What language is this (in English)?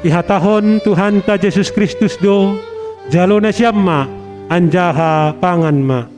Batak Simalungun